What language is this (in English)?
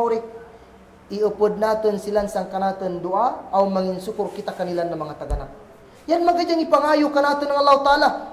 Kagan Kalagan